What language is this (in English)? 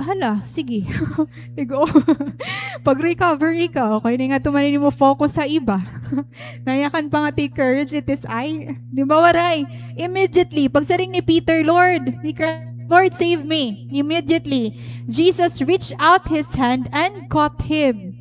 Waray